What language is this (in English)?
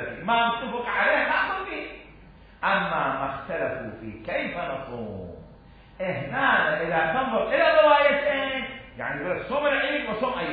Arabic